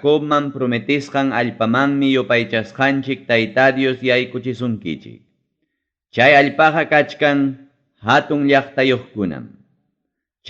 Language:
Ayacucho Quechua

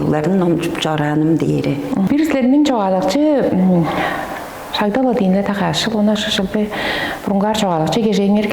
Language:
Tuvinian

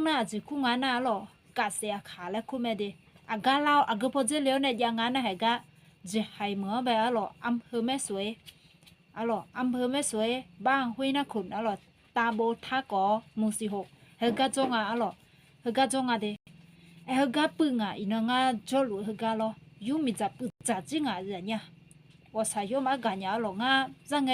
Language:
Akha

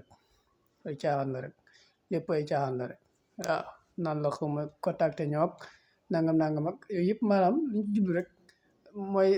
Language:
Wolof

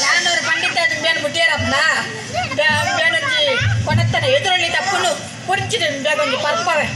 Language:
Tulu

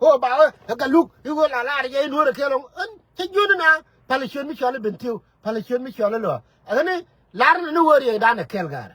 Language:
Nuer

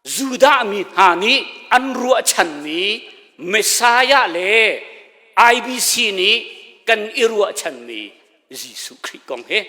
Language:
Hakha Chin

